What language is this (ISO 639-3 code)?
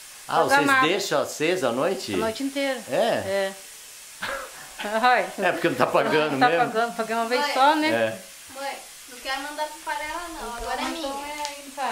por